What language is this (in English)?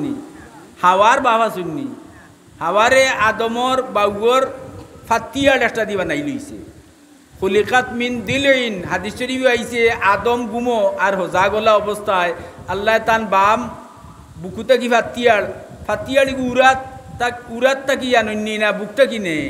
Sylheti